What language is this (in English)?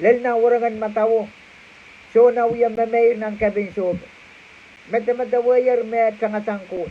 Pohnpeian